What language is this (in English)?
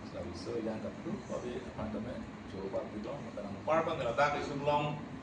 Karbi